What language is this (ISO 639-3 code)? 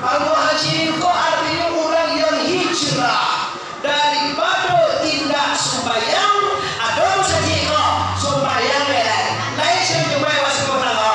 min